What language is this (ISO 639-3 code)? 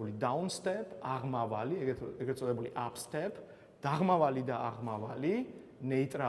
kat